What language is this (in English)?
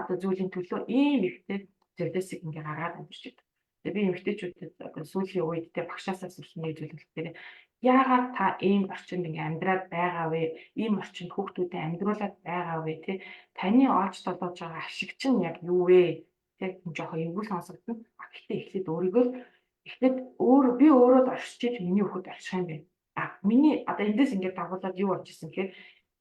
Mongolian